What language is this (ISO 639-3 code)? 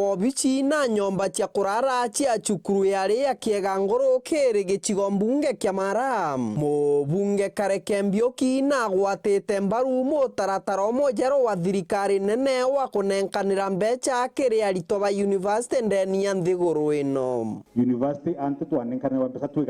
mer